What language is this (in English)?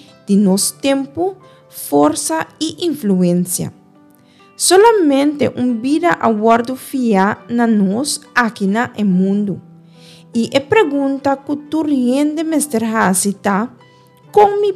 Papiamento